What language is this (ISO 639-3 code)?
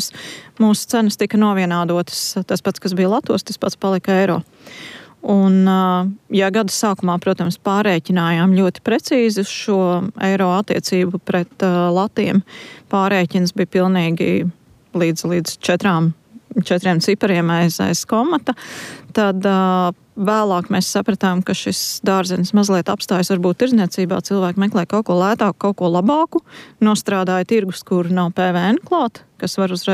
lav